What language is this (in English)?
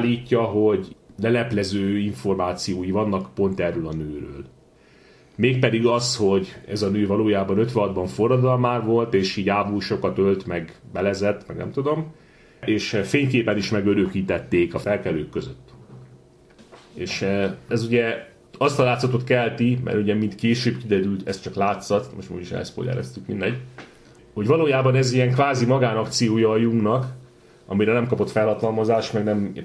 Hungarian